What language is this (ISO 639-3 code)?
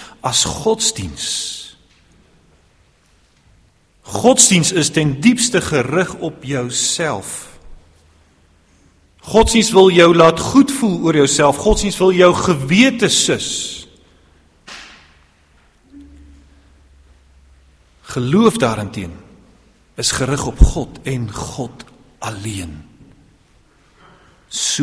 afr